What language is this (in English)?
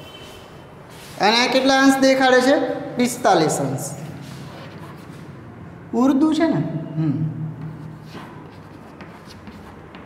Gujarati